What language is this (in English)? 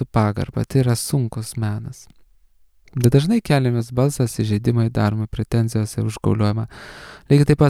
Lithuanian